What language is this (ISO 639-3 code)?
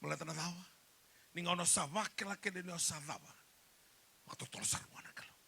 fij